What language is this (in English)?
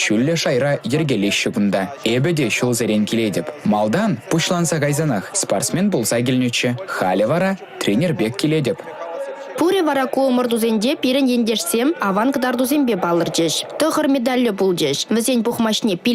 Chuvash